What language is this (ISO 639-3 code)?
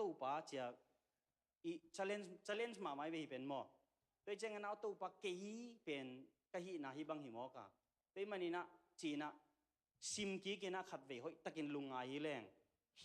ctd